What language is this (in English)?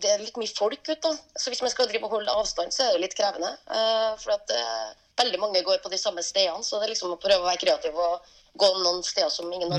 Norwegian